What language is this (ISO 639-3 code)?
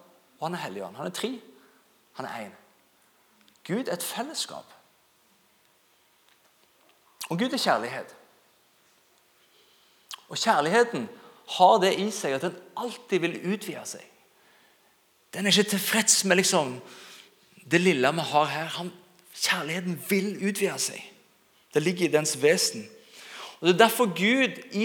nor